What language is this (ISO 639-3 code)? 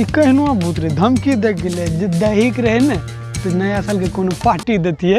mai